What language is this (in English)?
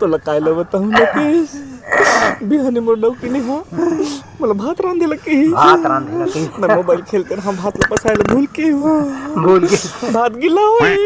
Chhattisgarhi